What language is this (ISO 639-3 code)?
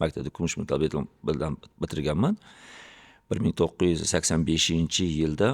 uzb